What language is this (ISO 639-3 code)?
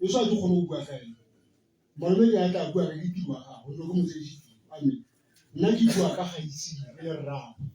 tsn